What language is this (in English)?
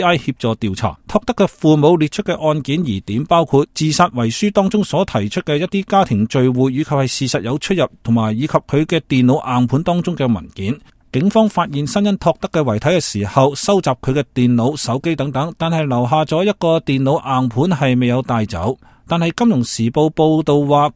Cantonese